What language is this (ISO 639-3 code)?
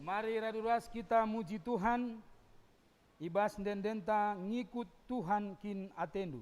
btx